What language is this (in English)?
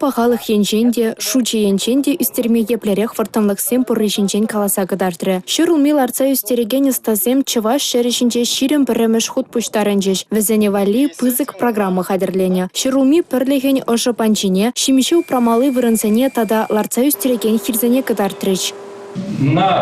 Chuvash